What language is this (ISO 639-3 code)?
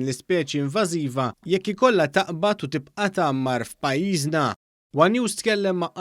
mlt